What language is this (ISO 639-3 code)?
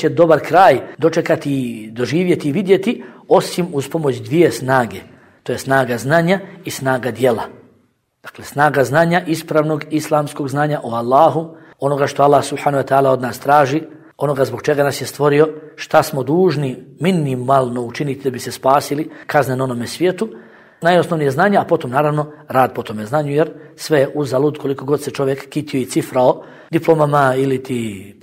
bos